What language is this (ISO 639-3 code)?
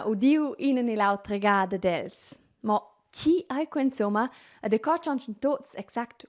roh